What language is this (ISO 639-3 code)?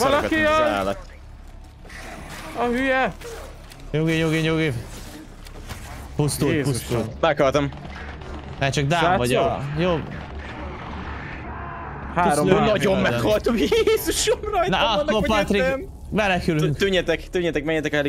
hun